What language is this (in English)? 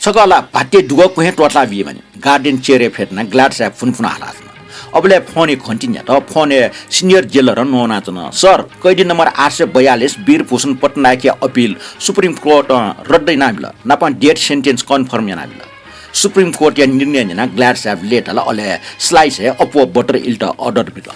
Newari